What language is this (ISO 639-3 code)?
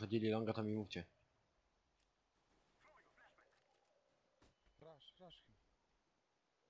pol